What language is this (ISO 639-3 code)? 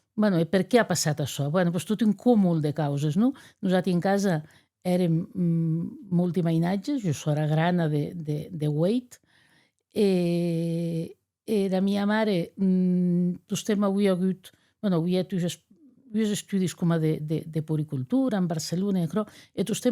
oci